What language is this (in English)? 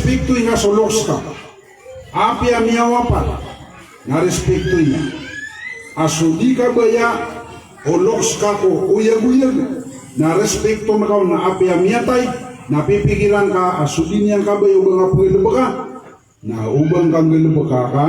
Maranao